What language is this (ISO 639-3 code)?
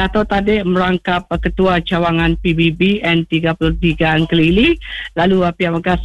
iba